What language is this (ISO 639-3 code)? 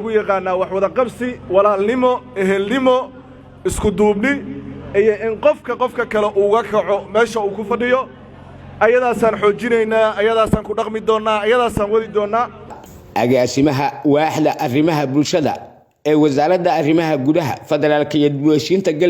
som